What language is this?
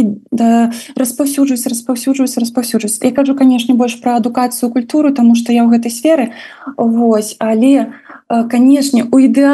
Belarusian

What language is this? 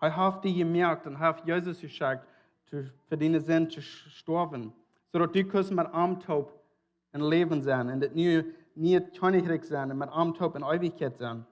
Plautdietsch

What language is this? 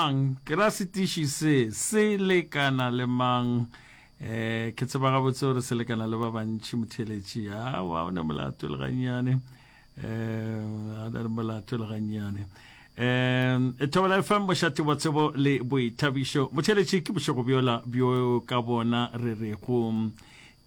Northern Sotho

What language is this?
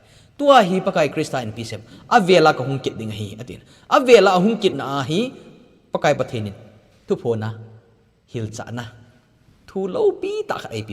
Thado Chin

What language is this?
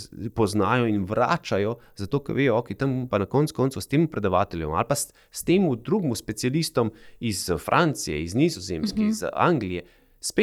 Slovenian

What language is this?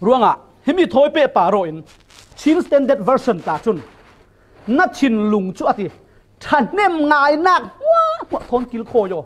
Falam Chin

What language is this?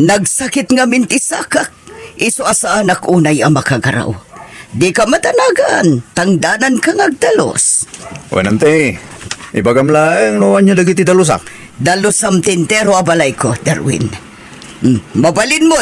Iloko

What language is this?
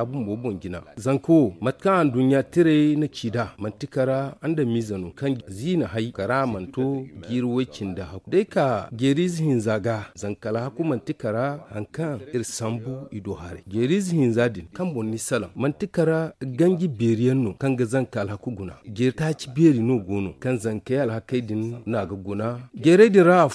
Zarma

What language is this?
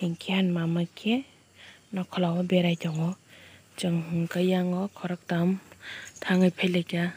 Kok Borok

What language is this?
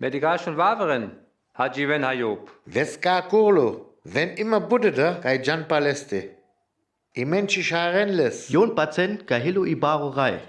Sinte Romani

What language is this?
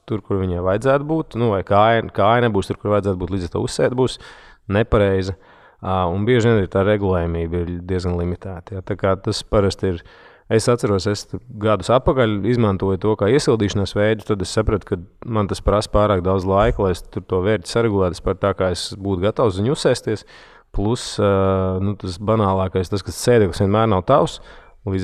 Latvian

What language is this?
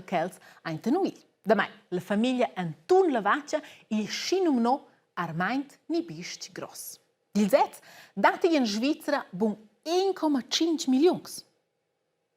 Romansh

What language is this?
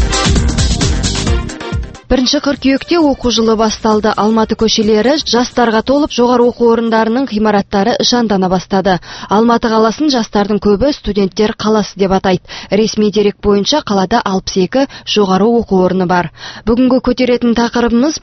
Kazakh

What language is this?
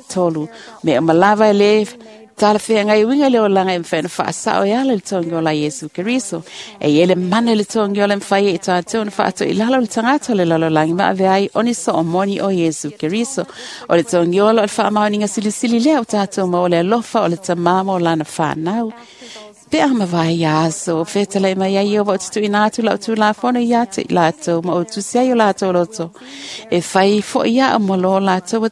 Samoan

